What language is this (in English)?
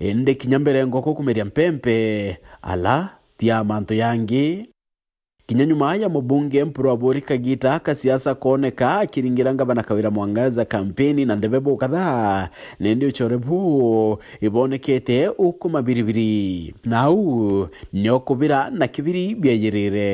Meru